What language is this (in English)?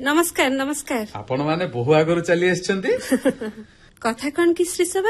Odia